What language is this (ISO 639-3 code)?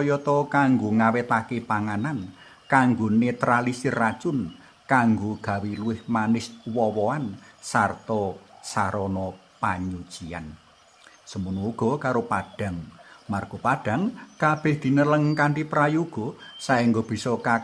jav